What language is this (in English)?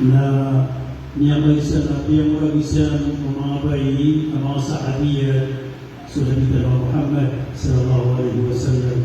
Maranao